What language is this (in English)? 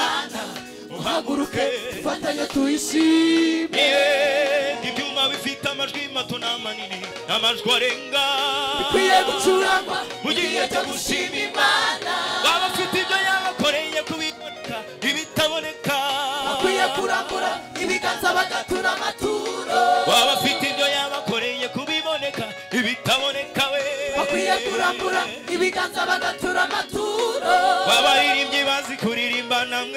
Kinyarwanda